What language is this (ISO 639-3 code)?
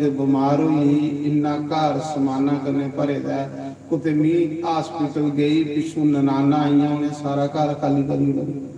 doi